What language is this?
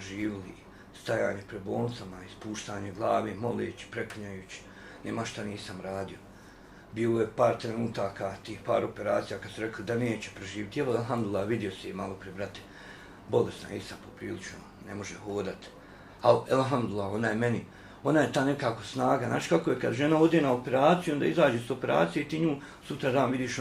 Bosnian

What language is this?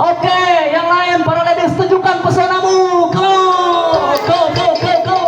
Banjar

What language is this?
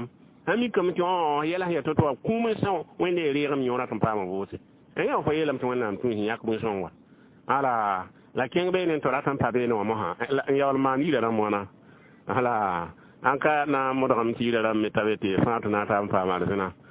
Mossi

